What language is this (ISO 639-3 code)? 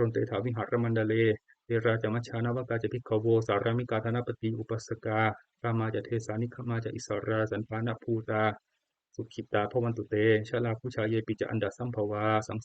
pli